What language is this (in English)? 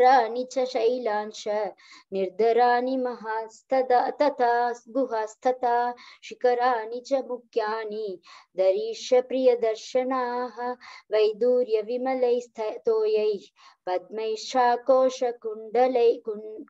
Sanskrit